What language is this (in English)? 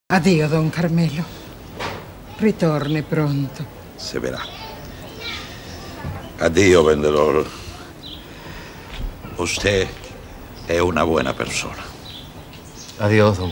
Spanish